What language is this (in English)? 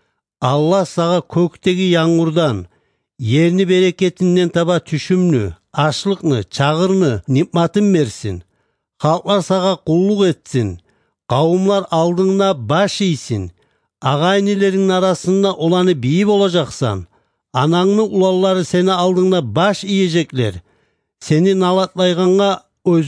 Kumyk